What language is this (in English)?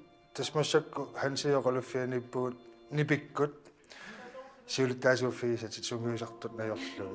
Kalaallisut